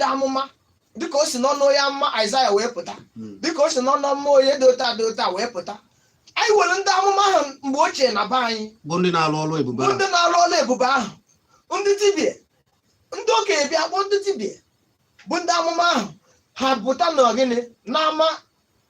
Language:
Igbo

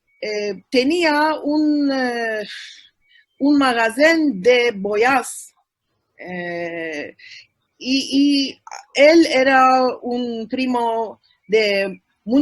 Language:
Ladino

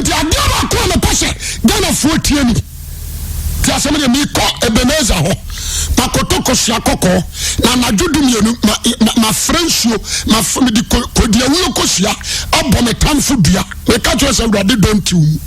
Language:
Akan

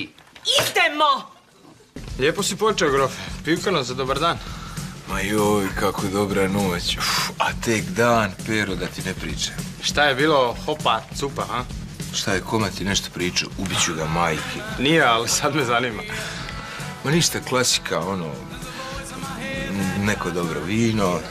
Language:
Croatian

